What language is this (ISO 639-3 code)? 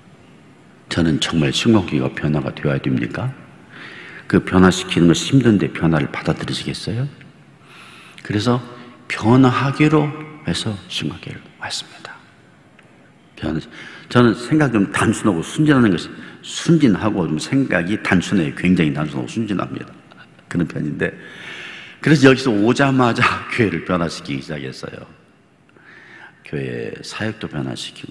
kor